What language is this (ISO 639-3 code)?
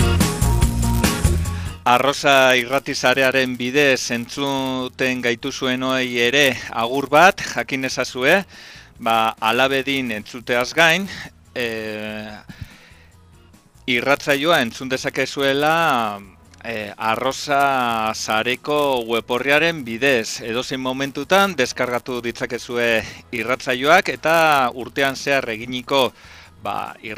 eus